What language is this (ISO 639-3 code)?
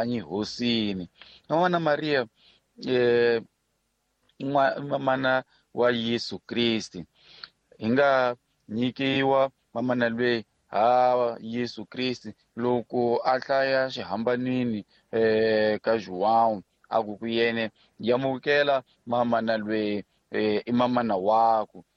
tso